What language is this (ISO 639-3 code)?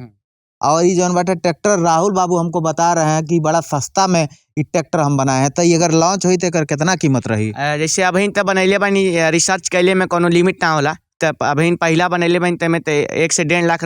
bho